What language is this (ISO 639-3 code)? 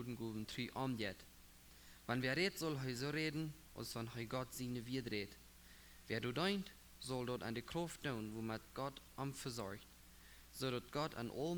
pdt